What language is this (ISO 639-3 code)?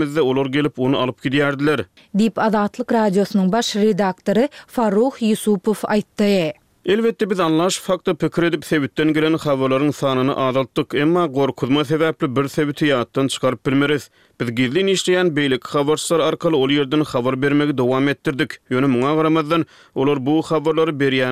tuk